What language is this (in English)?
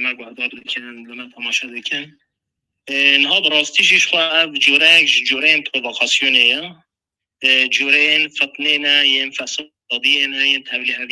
Kurdish